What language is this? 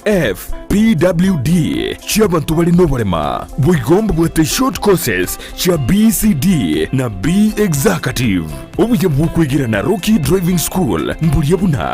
Gusii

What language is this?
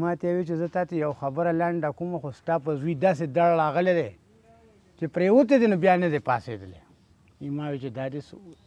Pashto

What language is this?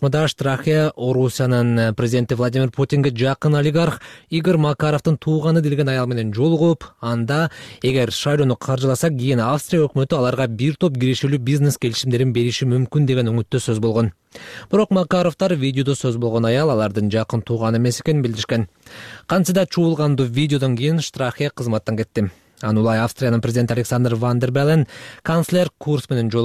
Kyrgyz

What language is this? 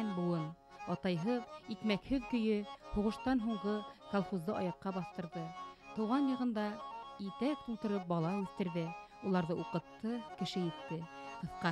Bashkir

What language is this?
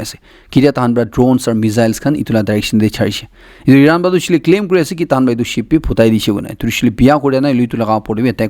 Naga Pidgin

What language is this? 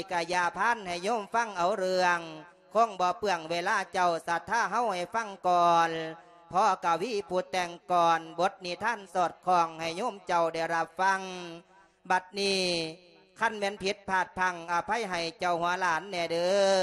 Lao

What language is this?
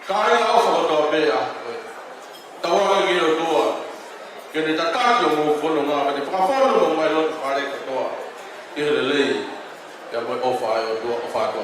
Tongan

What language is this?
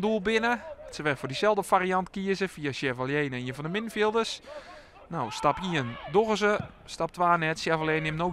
Western Frisian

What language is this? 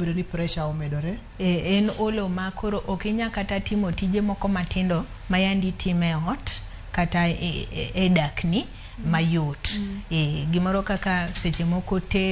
Luo (Kenya and Tanzania)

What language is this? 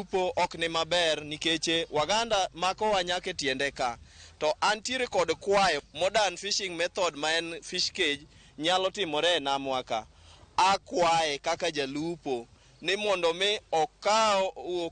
Luo (Kenya and Tanzania)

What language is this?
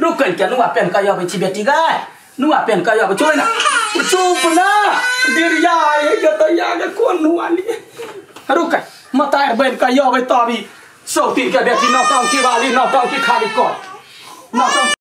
Maithili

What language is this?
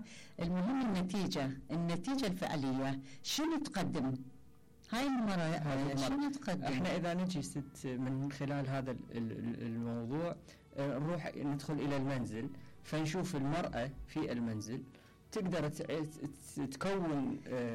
Mesopotamian Arabic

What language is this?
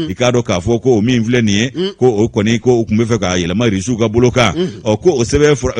Bambara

